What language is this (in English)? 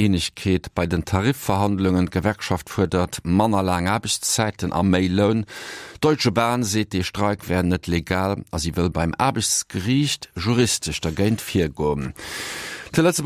Luxembourgish